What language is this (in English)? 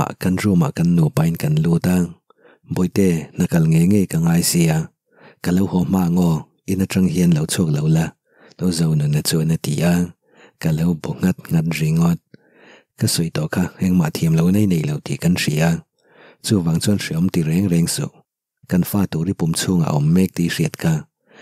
Mizo